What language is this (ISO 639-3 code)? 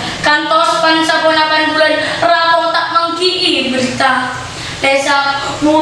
mad